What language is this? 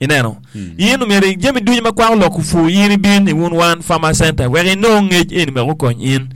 Acoli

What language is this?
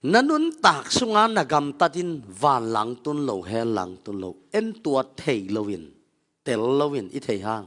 Tedim Chin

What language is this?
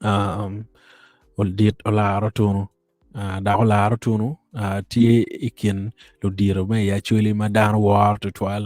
Acoli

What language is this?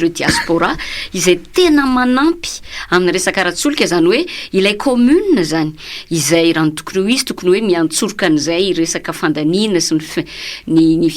Malagasy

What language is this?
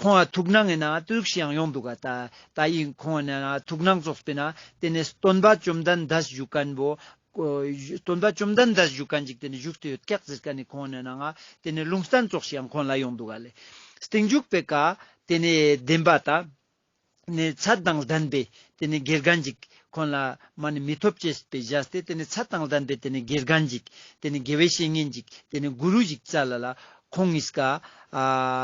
Ladakhi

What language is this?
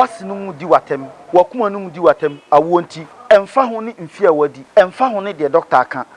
Akan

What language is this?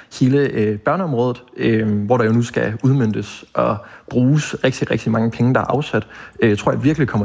Danish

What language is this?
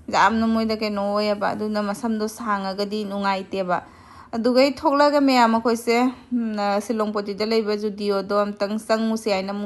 Manipuri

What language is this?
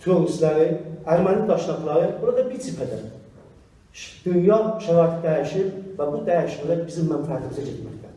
South Azerbaijani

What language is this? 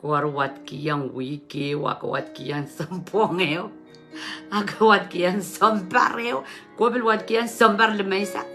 Pohnpeian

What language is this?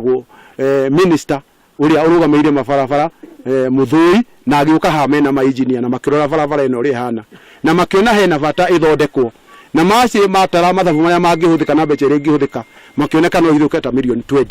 Kikuyu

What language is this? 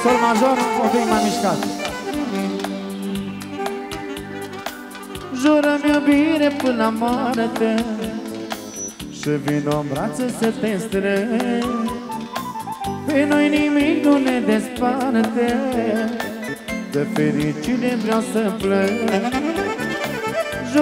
Romanian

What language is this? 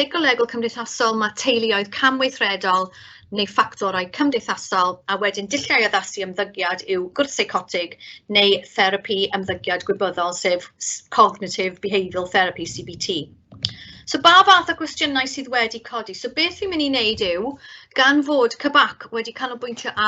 Welsh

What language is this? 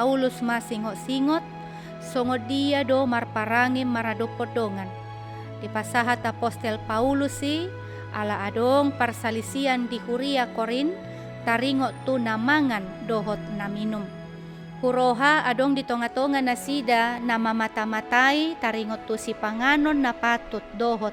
Batak Toba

